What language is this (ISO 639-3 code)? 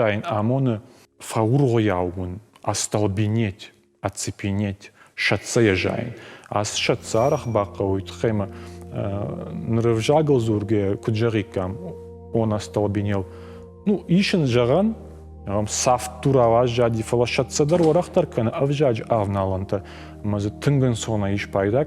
oss